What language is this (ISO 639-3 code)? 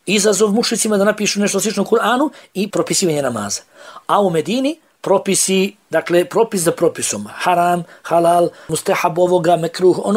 bos